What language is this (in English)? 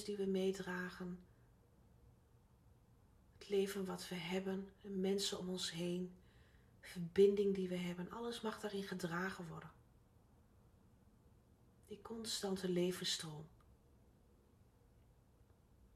Dutch